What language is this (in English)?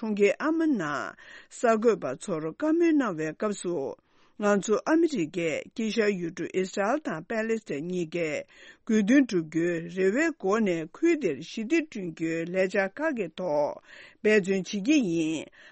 Tibetan